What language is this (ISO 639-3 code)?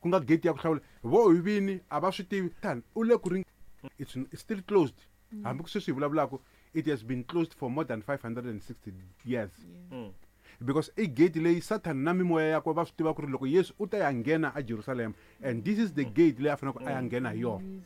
tso